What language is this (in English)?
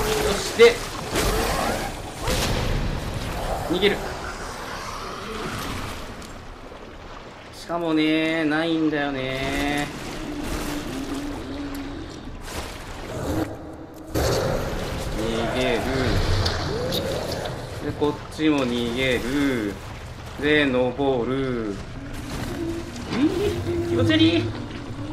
Japanese